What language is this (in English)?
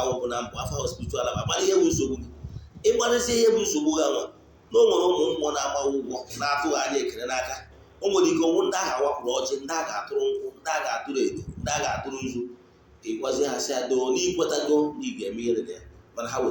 Igbo